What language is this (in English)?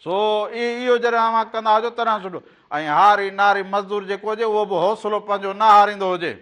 Sindhi